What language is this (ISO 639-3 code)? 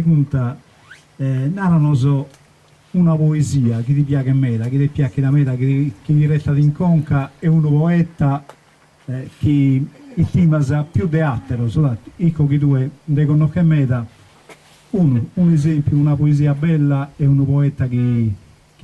srd